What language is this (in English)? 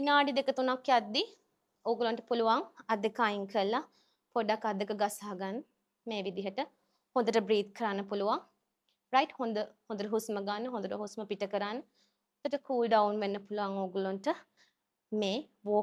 Sinhala